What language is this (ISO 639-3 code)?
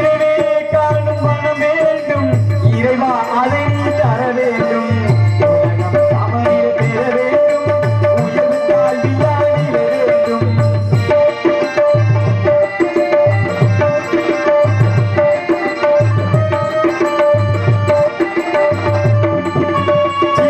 tam